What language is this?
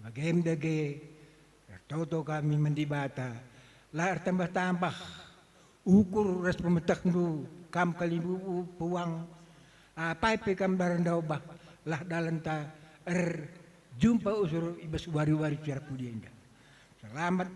Batak Karo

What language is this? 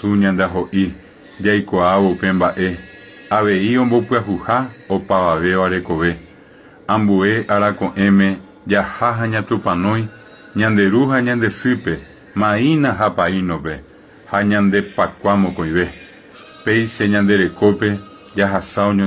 Guarani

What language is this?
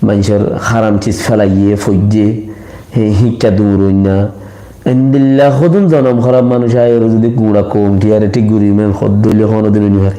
Rohingya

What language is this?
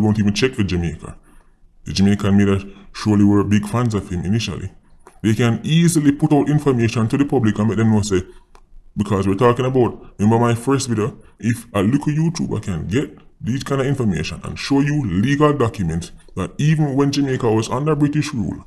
Jamaican Creole English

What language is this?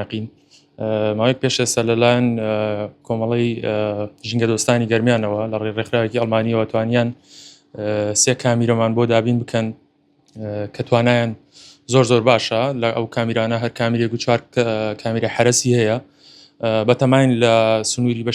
Central Kurdish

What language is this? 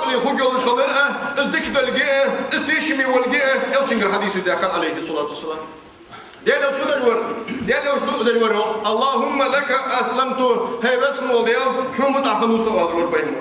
Ingush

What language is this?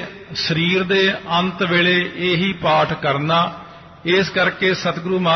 Punjabi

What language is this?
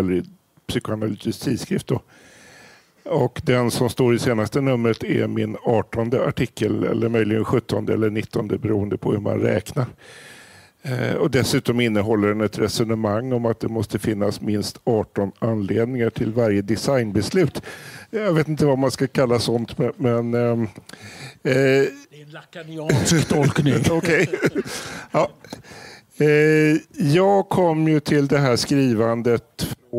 Swedish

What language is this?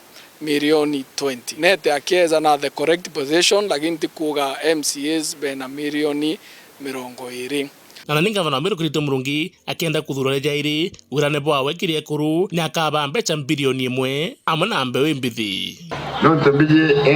Meru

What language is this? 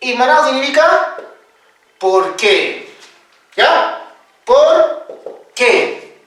Quechua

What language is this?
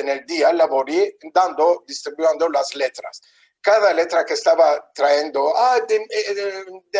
Ladino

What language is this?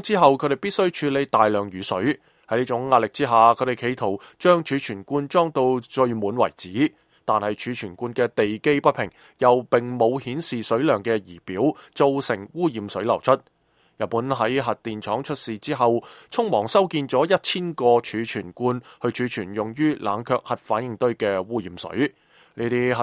Cantonese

